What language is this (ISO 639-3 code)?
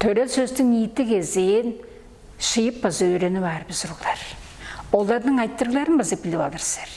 tyv